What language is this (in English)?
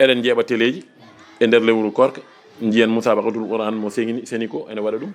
Fula